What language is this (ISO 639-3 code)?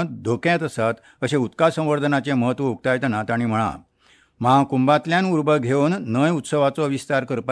kok